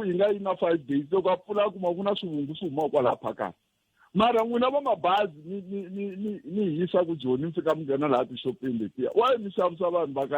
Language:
Tsonga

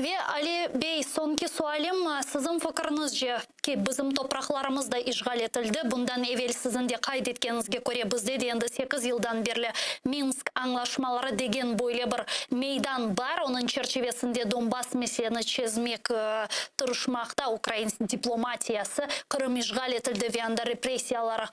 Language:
Crimean Tatar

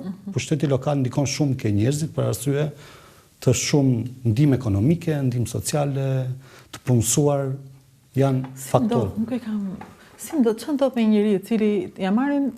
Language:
Albanian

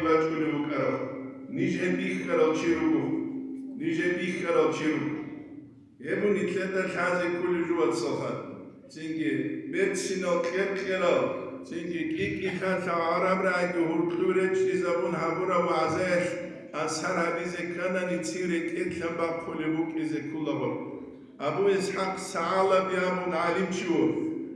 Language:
Avaric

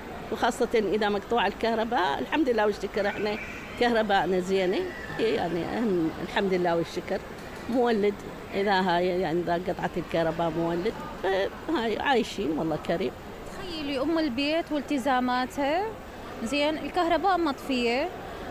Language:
Mesopotamian Arabic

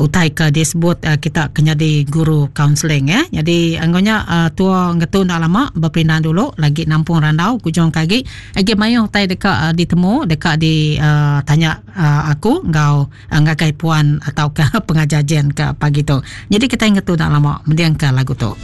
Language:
Iban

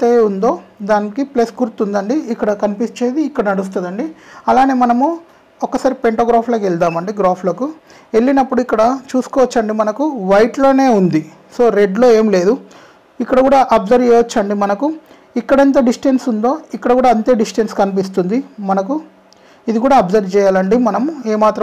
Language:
Telugu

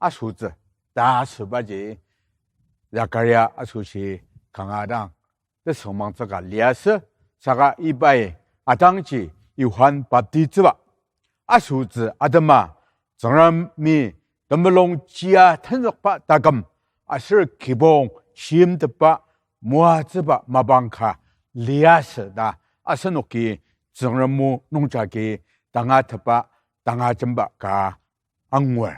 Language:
Ao Naga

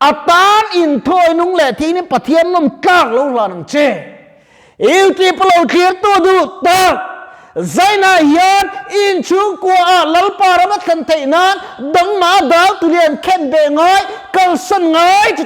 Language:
Mizo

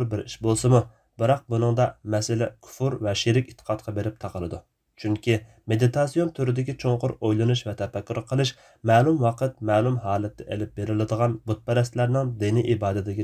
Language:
Uyghur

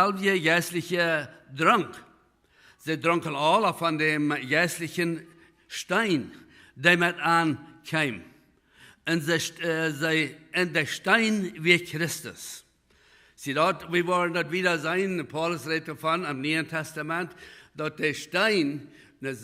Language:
Plautdietsch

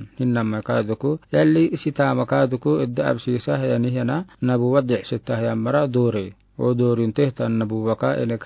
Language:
Afar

